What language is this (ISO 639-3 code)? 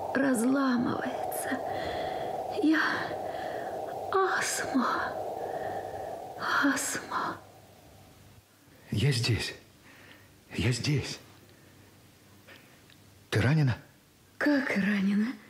rus